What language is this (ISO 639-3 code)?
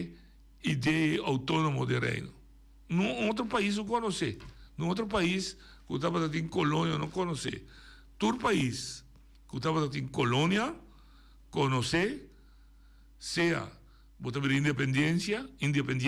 pap